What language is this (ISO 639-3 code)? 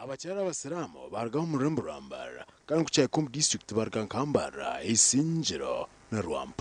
nyn